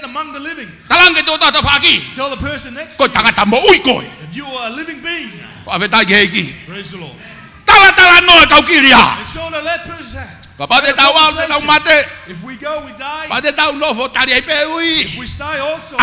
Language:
Tongan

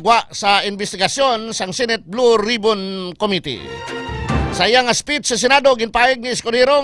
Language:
Hiligaynon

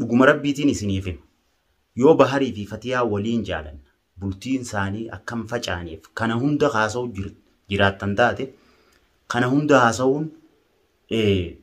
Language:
Oromo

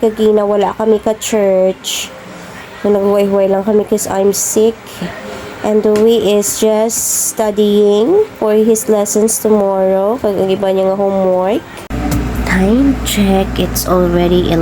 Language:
Hiligaynon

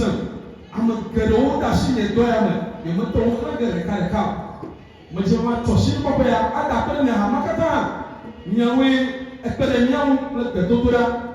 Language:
Ewe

